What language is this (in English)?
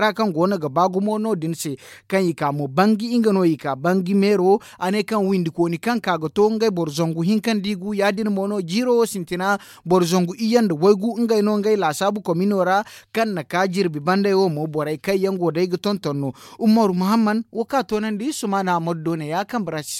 Zarma